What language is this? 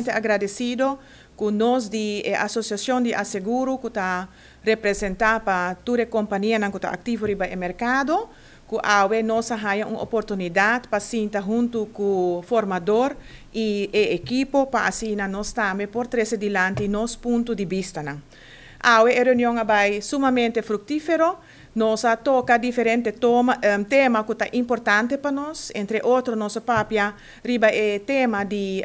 Papiamento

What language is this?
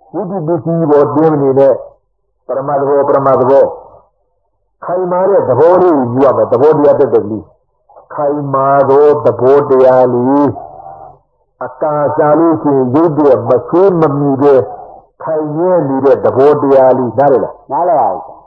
Burmese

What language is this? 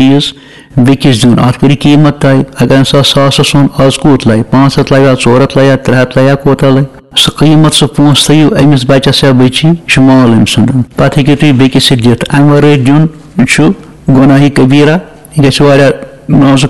Kashmiri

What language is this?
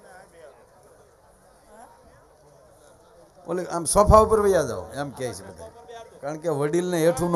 Gujarati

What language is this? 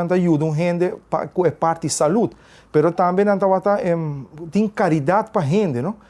Papiamento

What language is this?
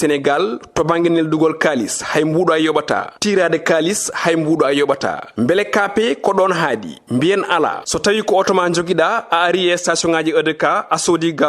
Fula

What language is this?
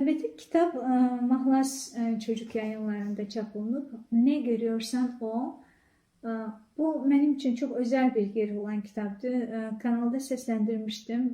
Azerbaijani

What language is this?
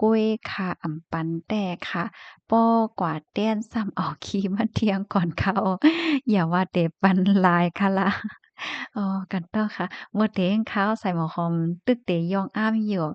Shan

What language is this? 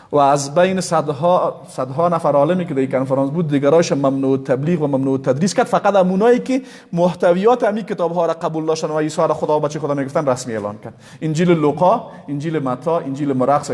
Persian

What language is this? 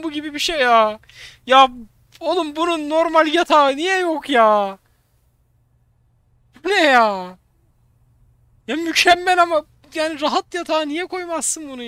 Turkish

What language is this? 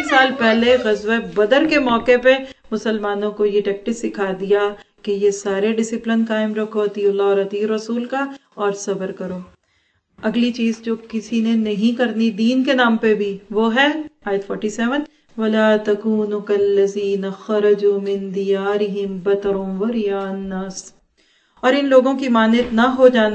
Urdu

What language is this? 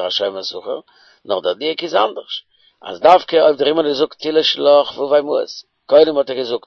Yiddish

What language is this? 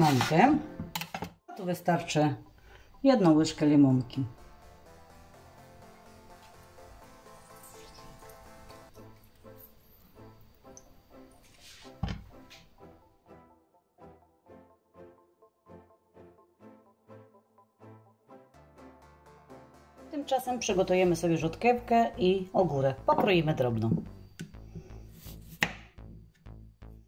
Polish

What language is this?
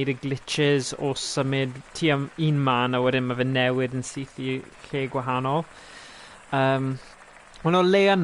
Welsh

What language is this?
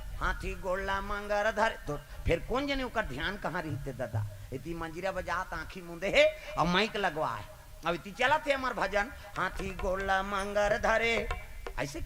Chhattisgarhi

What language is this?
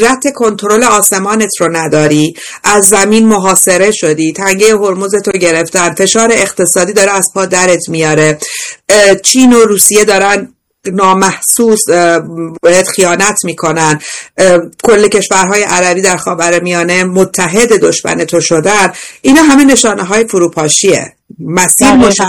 Persian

